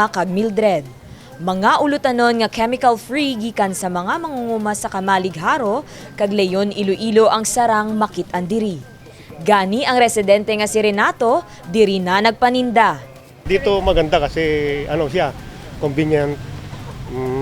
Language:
Hiligaynon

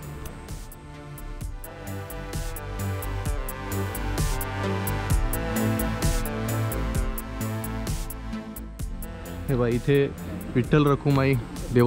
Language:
Marathi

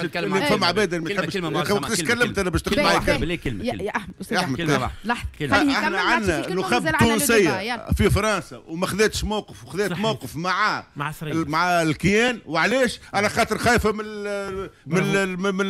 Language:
Tunisian Arabic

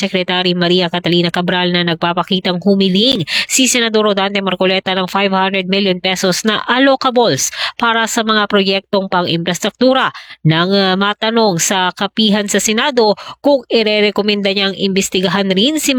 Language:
Filipino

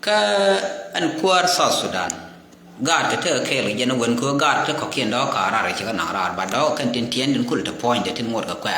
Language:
Nuer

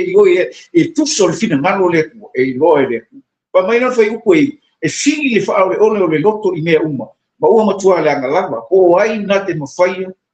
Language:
Samoan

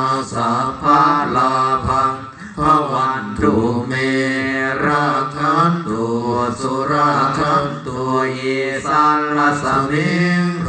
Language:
Pali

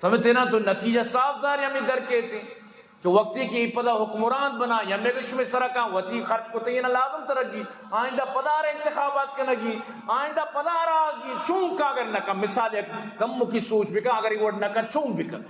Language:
Eastern Balochi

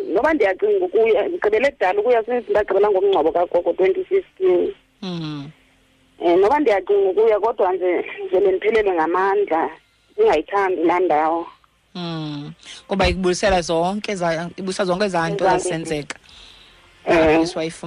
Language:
Xhosa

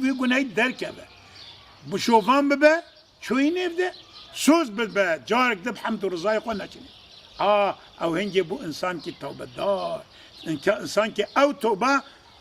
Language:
Kurdish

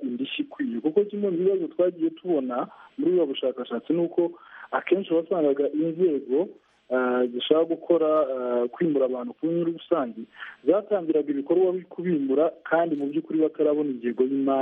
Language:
Kinyarwanda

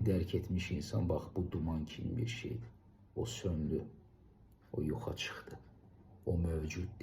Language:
Azerbaijani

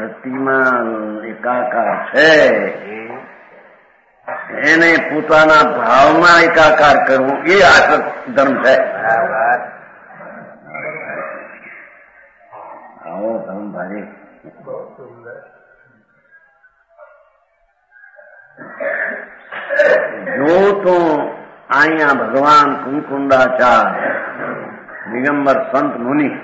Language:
Gujarati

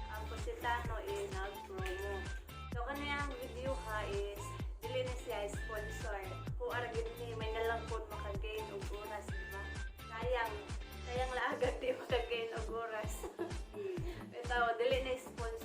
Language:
Cebuano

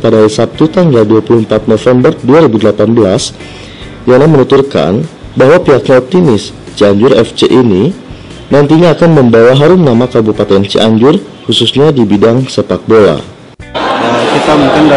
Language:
Indonesian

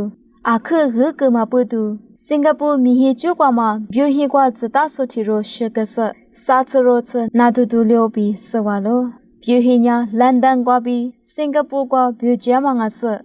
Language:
Lisu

